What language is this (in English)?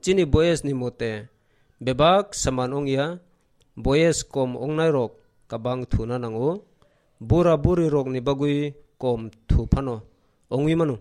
Kok Borok